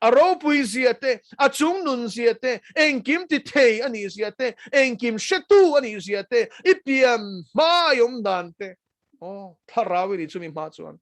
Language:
Mizo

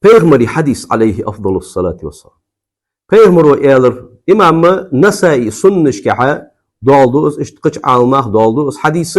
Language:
Ingush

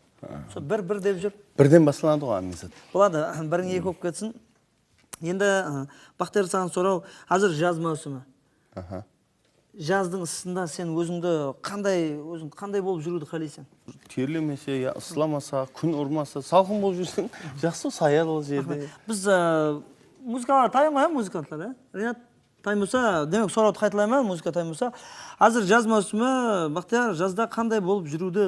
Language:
Kara-Kalpak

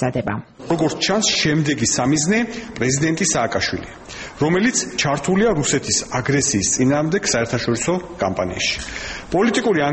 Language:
Georgian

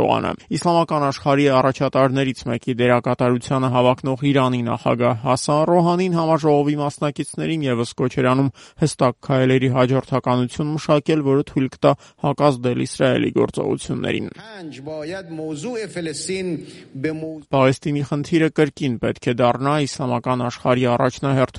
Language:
Armenian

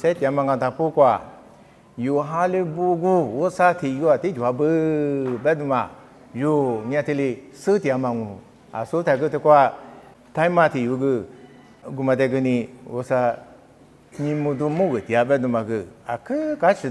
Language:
Lisu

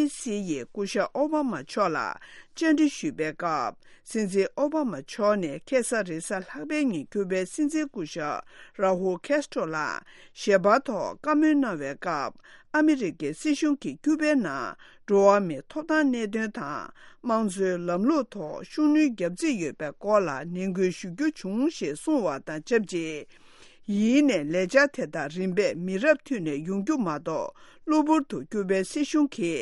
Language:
Tibetan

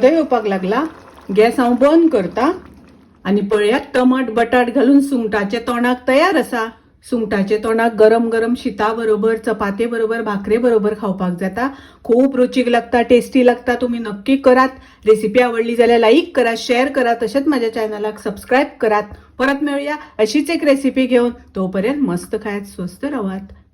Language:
Konkani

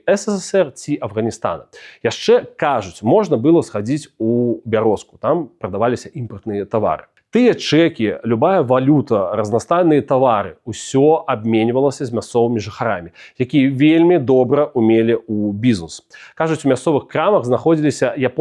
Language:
Belarusian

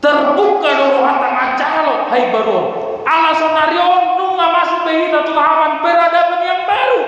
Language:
Batak Toba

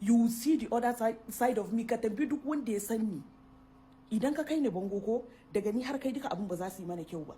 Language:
Hausa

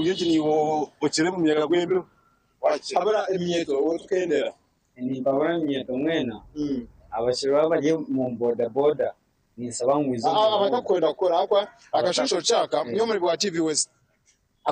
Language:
Nyankole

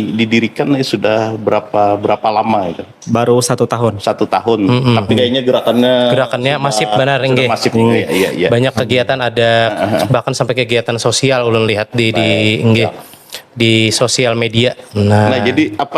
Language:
Banjar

